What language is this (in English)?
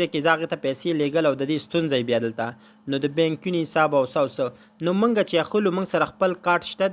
Pashto